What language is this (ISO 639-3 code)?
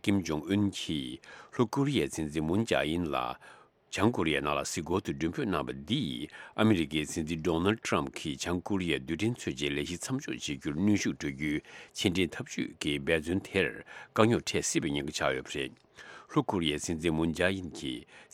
bod